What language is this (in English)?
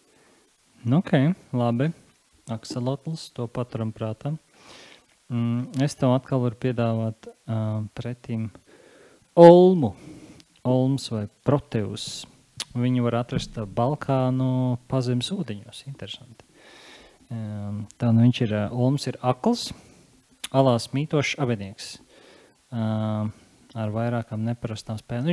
Latvian